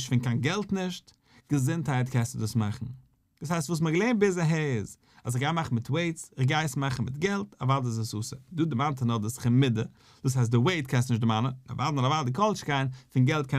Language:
Yiddish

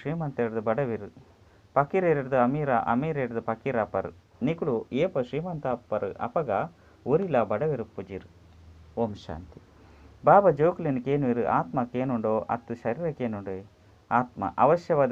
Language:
Tulu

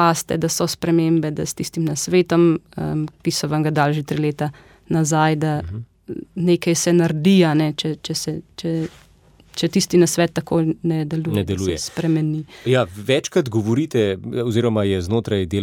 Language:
Slovenian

